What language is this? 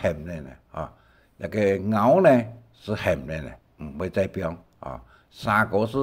Hakka Chinese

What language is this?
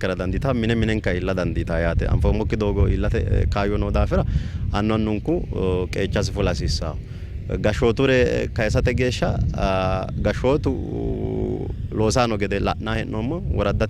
Sidamo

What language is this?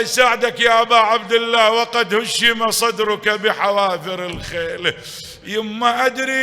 Mesopotamian Arabic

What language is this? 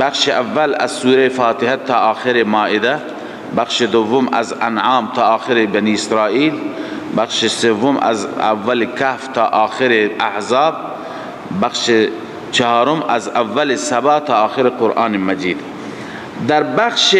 Persian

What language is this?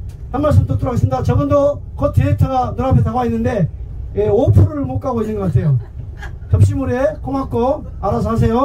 Korean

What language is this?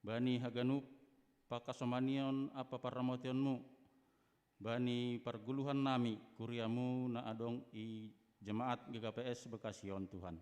Batak Simalungun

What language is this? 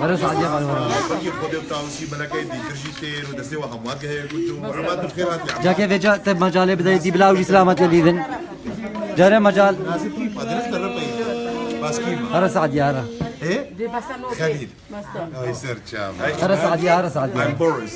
Kurdish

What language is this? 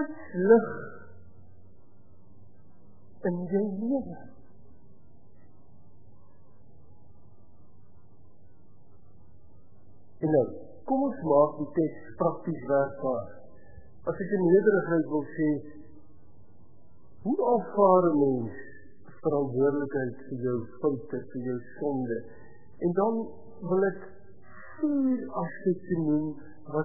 Afrikaans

